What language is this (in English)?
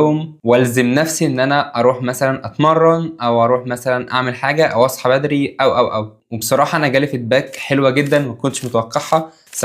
Egyptian Arabic